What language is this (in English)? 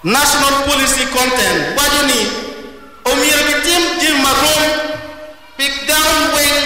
Acoli